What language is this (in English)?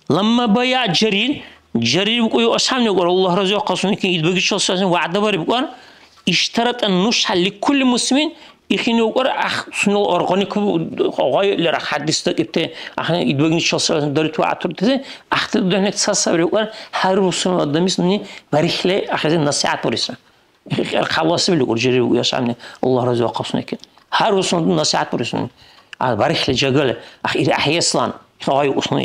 Dargwa